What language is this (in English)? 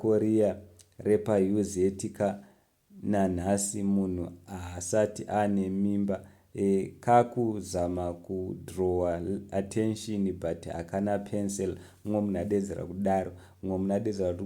Shona